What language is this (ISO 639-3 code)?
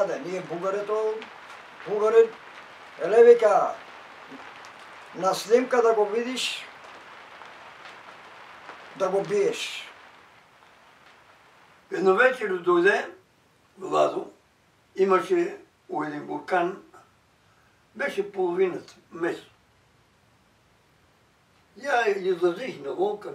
bul